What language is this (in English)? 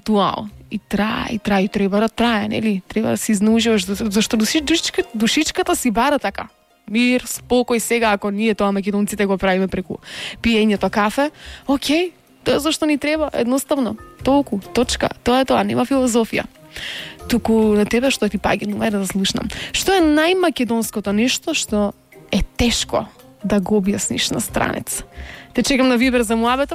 Macedonian